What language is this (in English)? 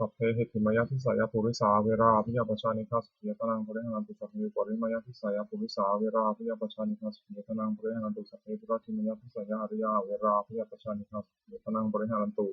Pali